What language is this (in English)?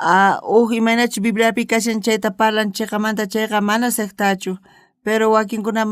South Bolivian Quechua